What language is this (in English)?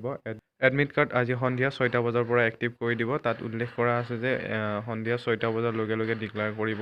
Assamese